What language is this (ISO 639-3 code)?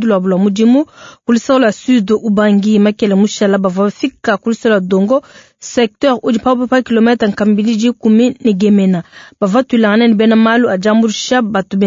lua